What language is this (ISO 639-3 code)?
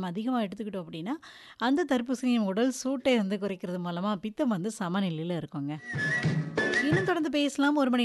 tam